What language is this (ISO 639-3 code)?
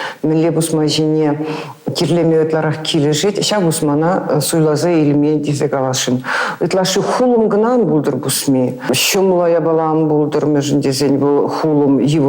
chv